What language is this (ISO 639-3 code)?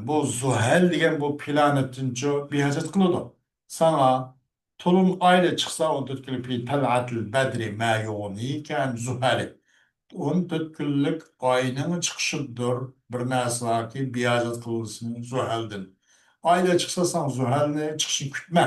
uig